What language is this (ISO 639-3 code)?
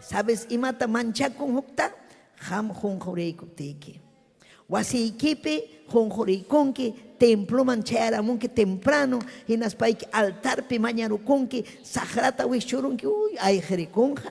quy